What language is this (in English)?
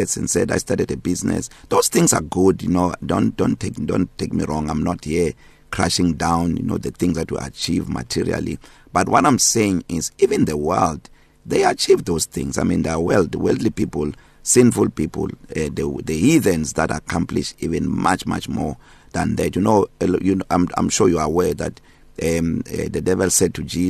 English